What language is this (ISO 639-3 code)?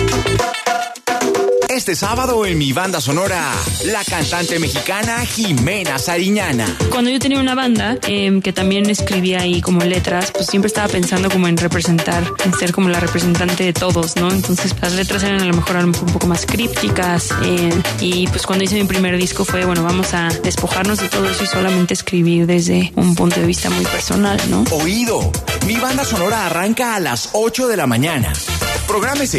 spa